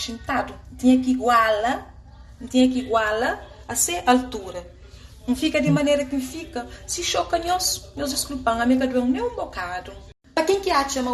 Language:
Kabuverdianu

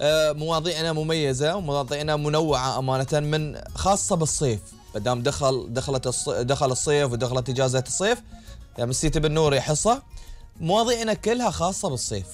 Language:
Gulf Arabic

